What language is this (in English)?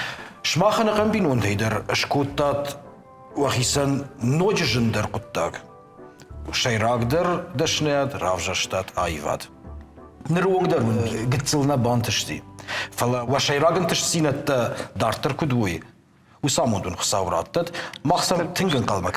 Ossetic